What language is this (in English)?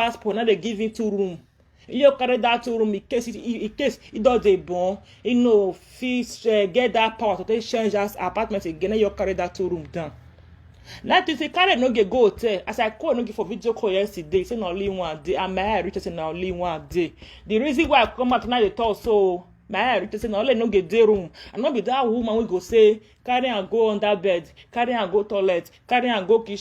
Nigerian Pidgin